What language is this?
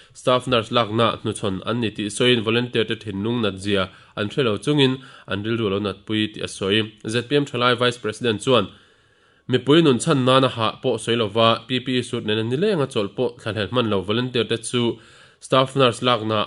Mizo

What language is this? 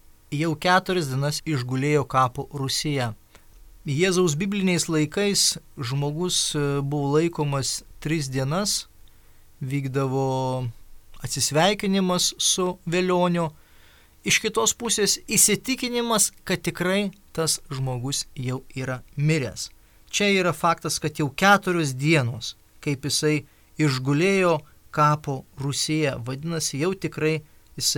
Lithuanian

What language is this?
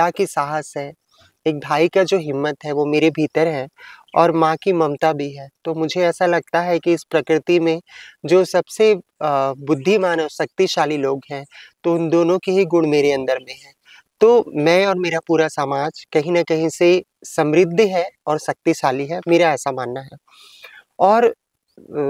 Hindi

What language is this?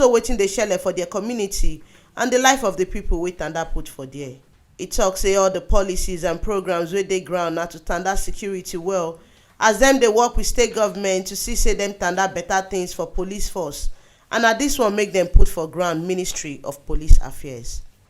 Nigerian Pidgin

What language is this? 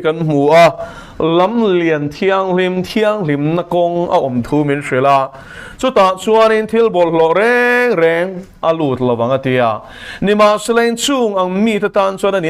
Mizo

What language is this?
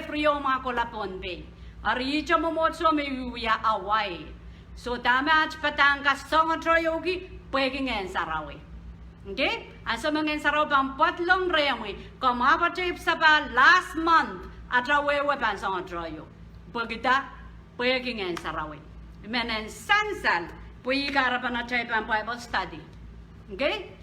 Pohnpeian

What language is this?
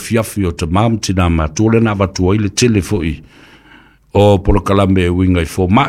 Samoan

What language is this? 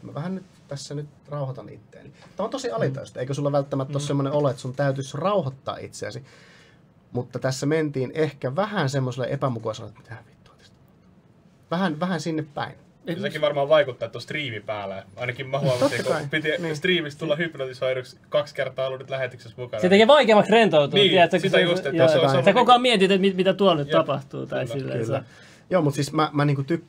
Finnish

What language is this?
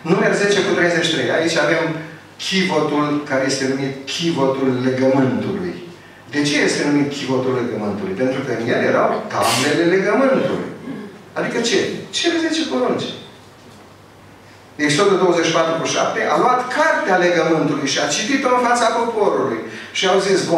Romanian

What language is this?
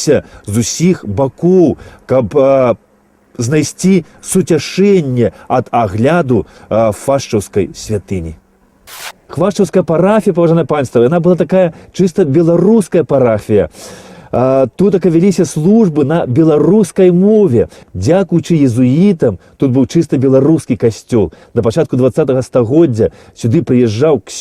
Belarusian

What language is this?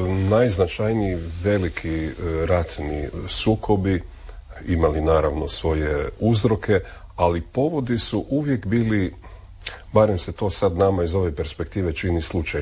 Croatian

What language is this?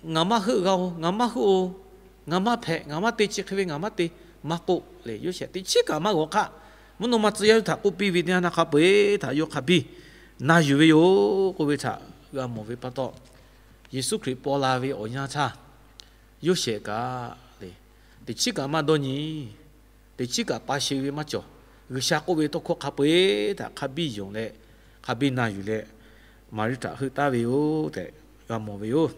Lahu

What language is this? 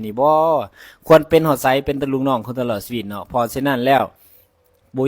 Lao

